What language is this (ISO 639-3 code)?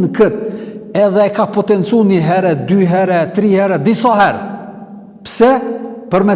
sqi